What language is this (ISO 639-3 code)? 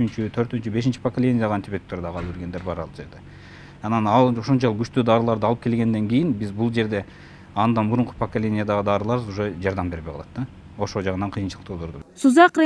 kir